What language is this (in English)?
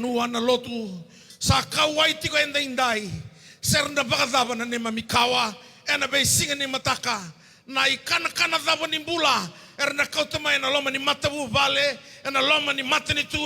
Fijian